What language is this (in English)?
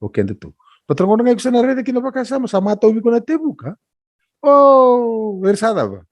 Fijian